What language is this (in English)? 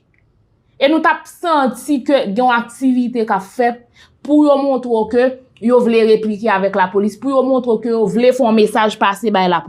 Haitian Creole